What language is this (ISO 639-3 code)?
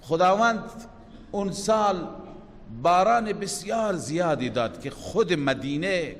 fas